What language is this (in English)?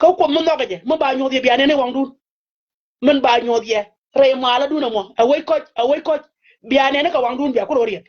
Nuer